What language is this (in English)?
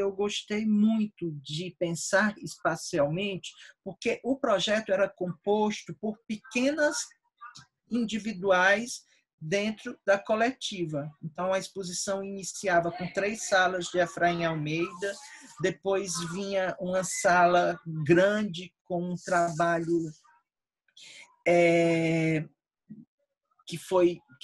Portuguese